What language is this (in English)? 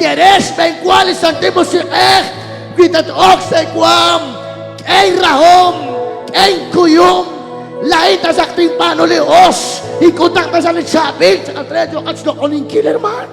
Kekchí